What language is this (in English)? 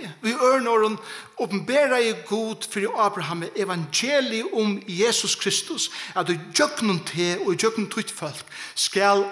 Faroese